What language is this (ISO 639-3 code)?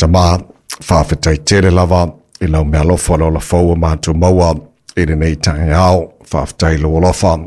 smo